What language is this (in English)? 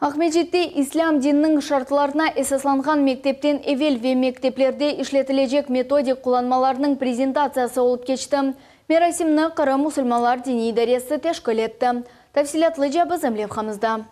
Crimean Tatar